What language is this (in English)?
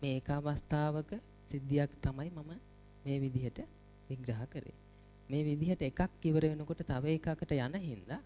Sinhala